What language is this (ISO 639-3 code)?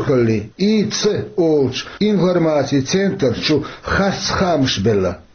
che